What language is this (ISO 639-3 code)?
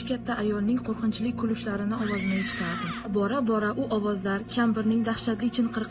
uzb